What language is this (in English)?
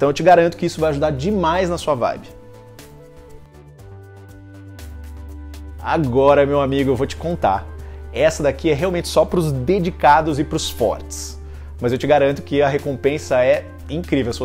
Portuguese